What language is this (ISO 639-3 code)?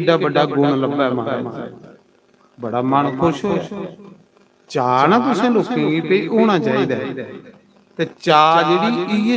doi